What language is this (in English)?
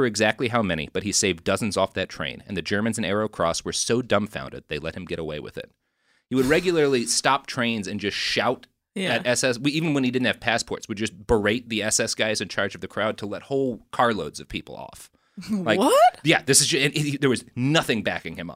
English